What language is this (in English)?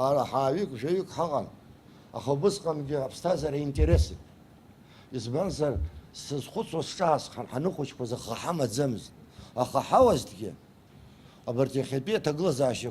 Abkhazian